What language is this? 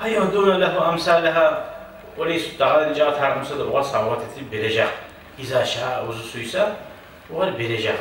Kumyk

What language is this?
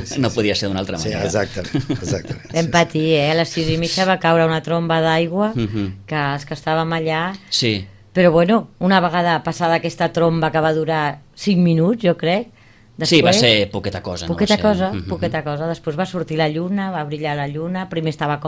Catalan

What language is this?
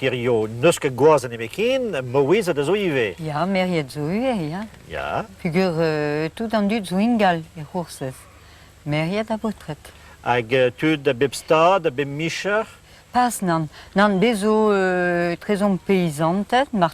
Breton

